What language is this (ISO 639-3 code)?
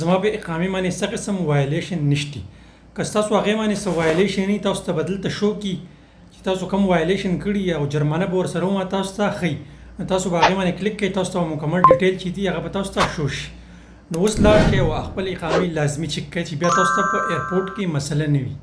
pus